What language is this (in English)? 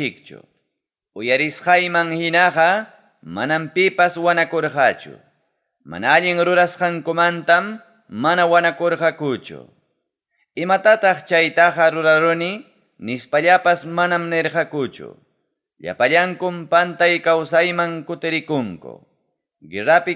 Ayacucho Quechua